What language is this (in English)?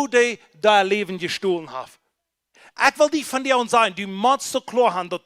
Plautdietsch